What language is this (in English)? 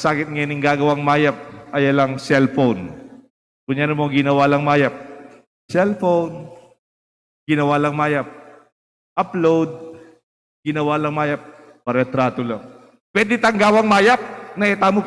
Pampanga